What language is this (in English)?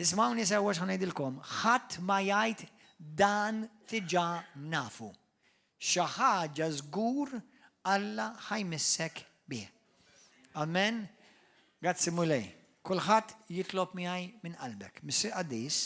Maltese